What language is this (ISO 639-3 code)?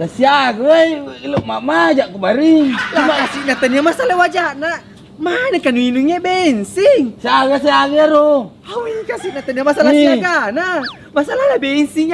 bug